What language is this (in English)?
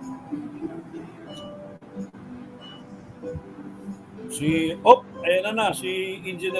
Filipino